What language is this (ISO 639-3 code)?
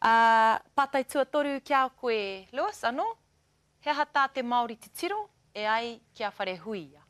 mri